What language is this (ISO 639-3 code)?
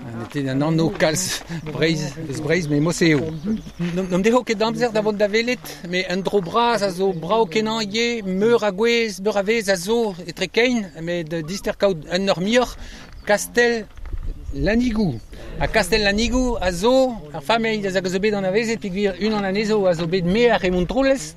bre